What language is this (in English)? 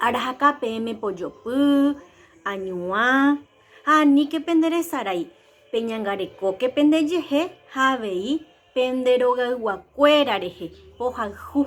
Guarani